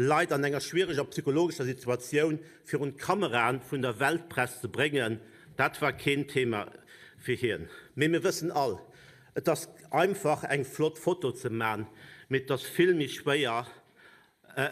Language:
Luxembourgish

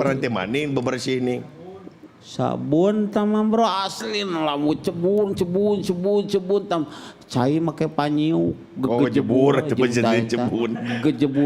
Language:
Sundanese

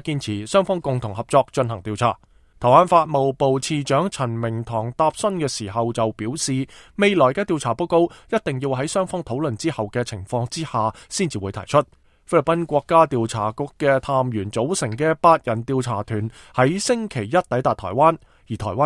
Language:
Cantonese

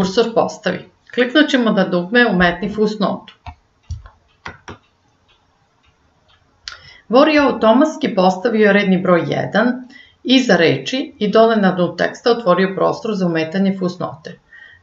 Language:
Serbian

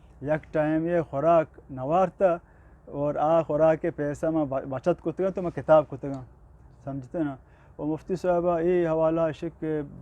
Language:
Eastern Balochi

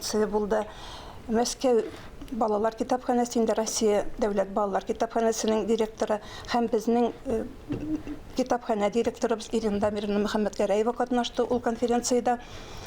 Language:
Tatar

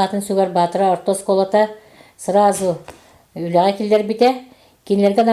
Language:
Yakut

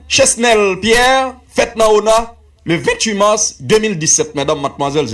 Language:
Haitian Creole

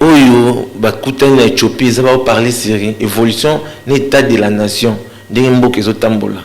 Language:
Lingala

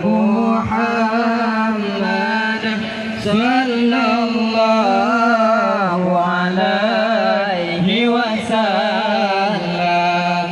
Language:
Achinese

